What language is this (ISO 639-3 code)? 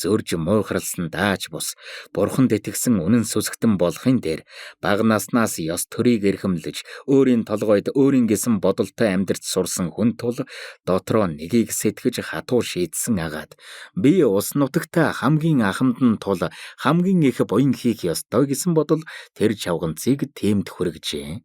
mon